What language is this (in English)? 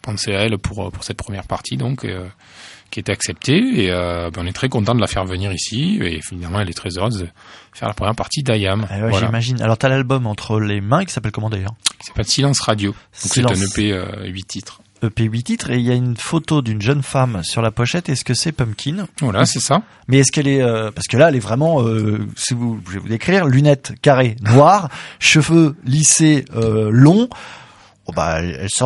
French